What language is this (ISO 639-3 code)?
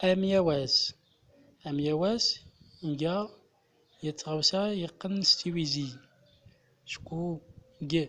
tzm